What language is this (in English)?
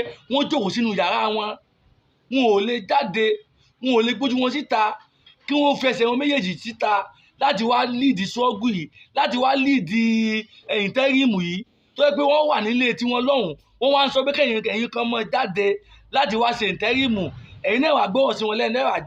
Yoruba